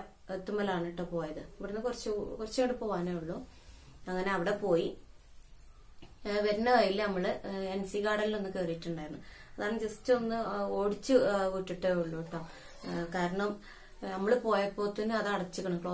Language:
Malayalam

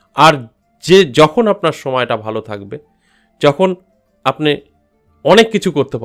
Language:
Bangla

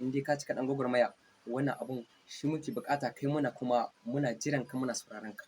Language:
Hausa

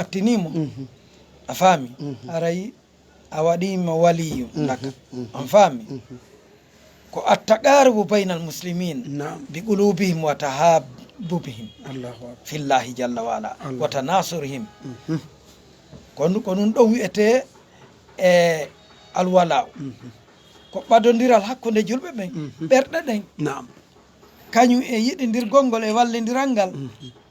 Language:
Fula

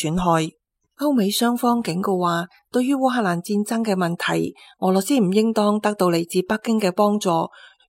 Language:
Cantonese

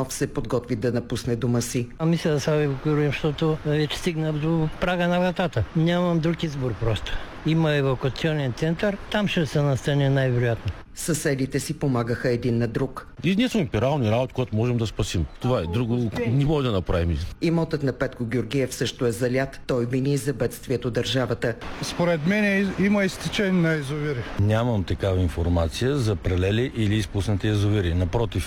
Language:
Bulgarian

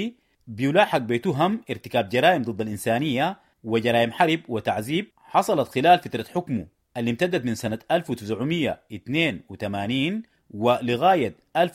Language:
Sudanese Arabic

